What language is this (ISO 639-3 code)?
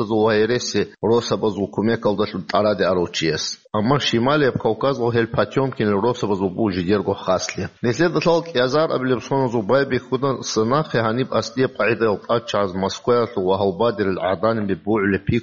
ava